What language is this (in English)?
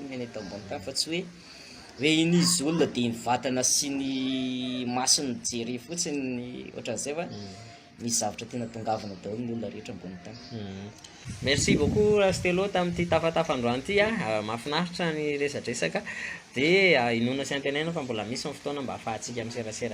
Malagasy